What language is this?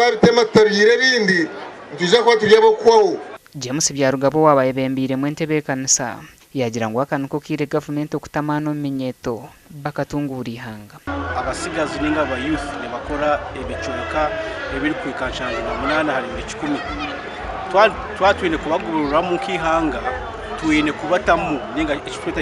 Nyankole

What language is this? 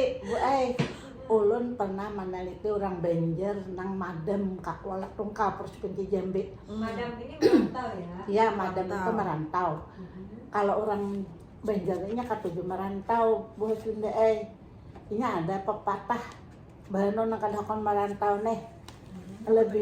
Banjar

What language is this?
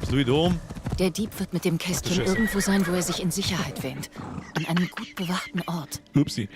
Bavarian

